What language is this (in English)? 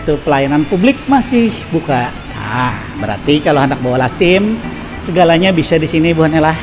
Banjar